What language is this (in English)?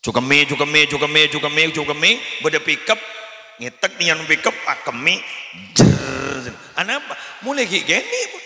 Madurese